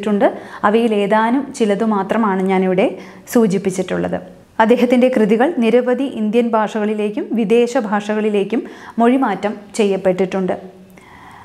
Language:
Malayalam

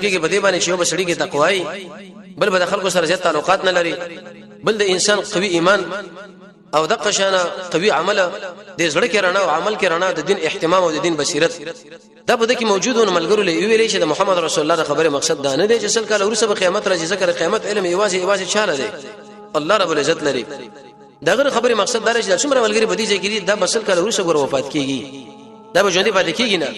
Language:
Pashto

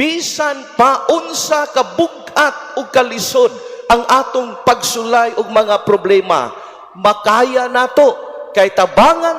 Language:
Cebuano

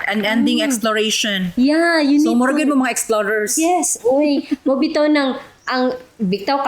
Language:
Cebuano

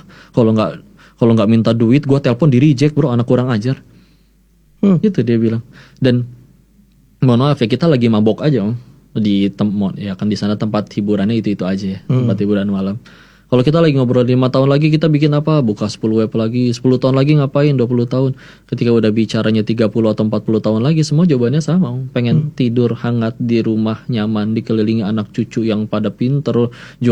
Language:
Indonesian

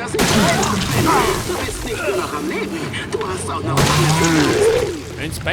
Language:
Bavarian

